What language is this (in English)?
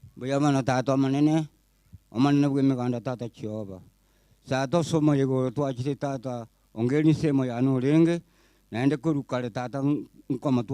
Gusii